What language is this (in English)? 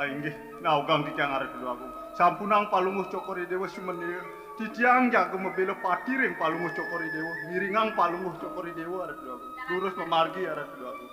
Balinese